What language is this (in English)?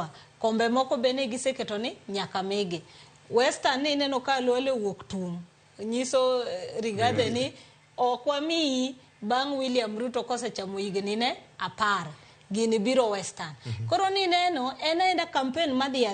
Luo (Kenya and Tanzania)